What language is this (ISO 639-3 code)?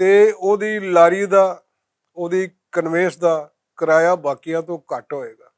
lah